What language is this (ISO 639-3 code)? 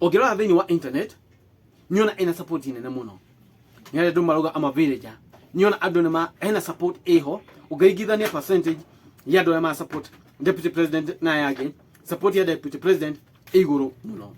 kik